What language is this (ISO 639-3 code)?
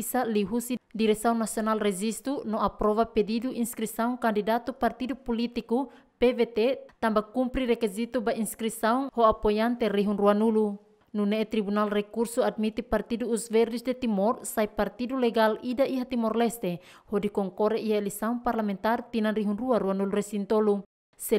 tet